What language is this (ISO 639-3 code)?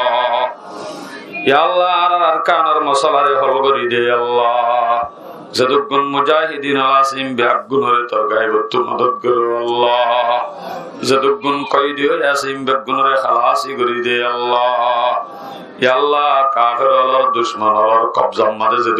rhg